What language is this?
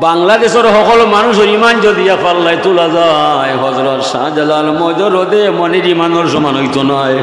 Sylheti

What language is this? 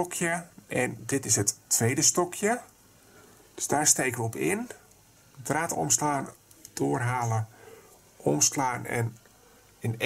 Dutch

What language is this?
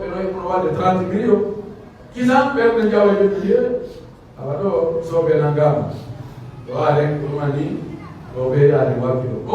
Pular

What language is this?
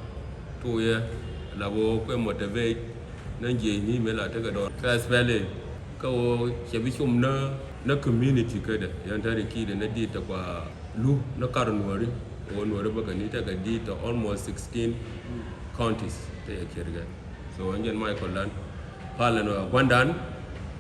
Nuer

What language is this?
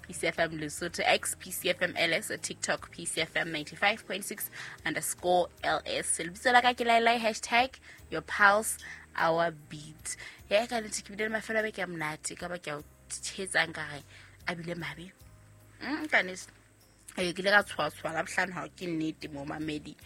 Southern Sotho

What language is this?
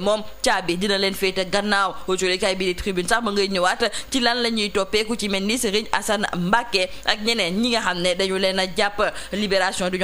Wolof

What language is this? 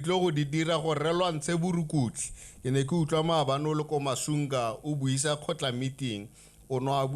Tswana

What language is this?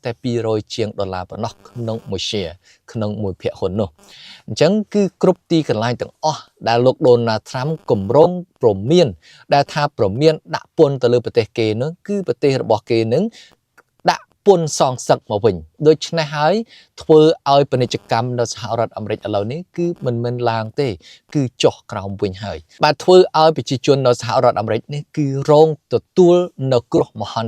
Khmer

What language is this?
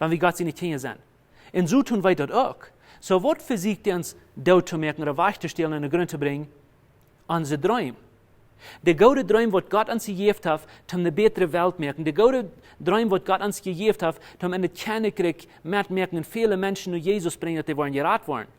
Plautdietsch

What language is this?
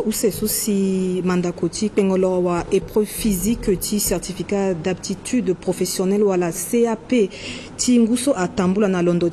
Sango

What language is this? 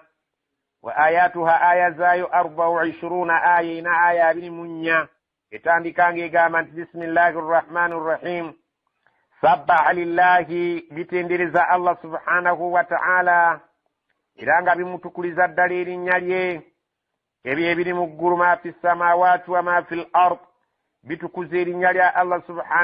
Ganda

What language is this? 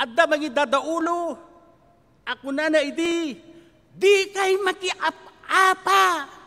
Iloko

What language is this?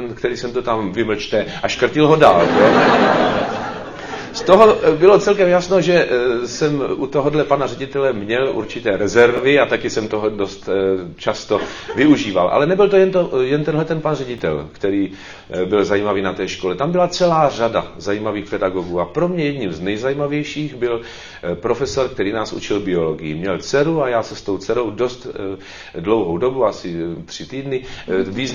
Czech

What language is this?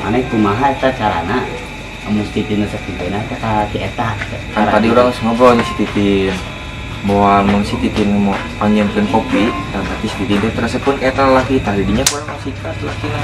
Sundanese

